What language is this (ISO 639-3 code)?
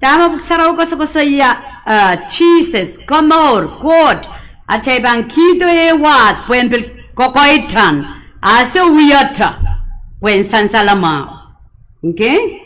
pon